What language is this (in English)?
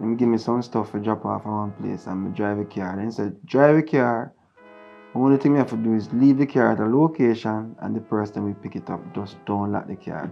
Jamaican Creole English